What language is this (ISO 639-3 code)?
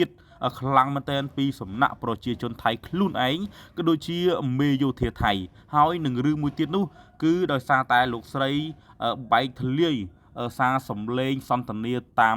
khm